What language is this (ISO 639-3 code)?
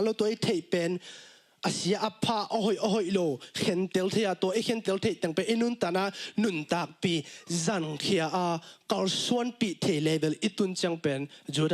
ctd